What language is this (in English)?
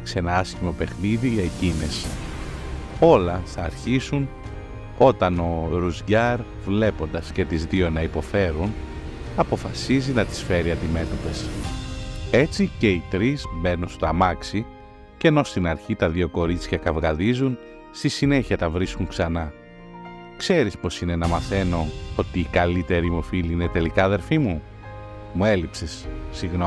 Greek